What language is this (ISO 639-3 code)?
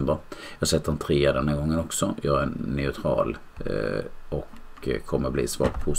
swe